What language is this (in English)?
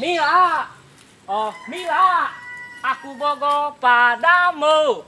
Sundanese